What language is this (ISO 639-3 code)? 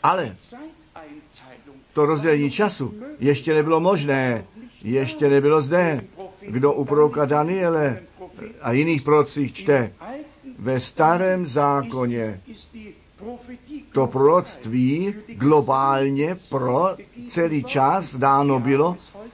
ces